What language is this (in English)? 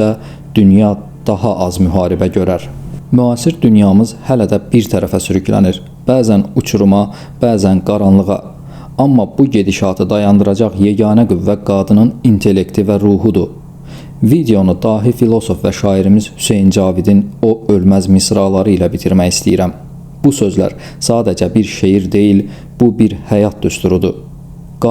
Azerbaijani